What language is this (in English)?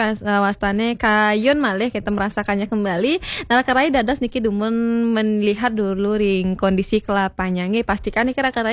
Balinese